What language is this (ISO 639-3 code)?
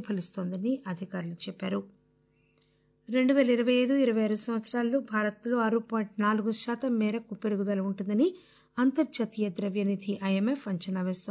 tel